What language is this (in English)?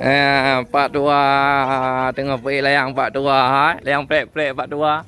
Achinese